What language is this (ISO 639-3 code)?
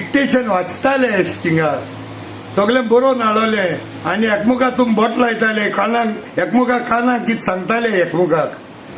kok